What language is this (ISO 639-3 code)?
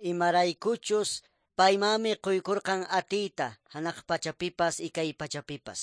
que